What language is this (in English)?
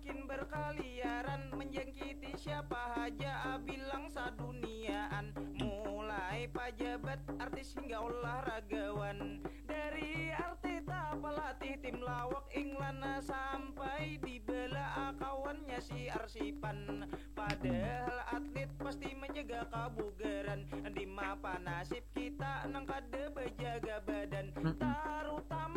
Banjar